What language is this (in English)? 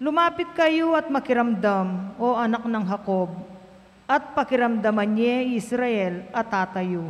Pampanga